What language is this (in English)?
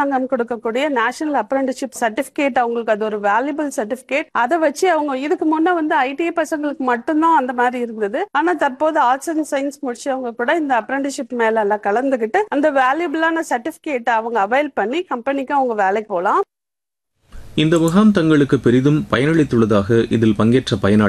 Tamil